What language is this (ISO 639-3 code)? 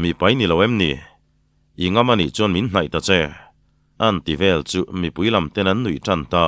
lus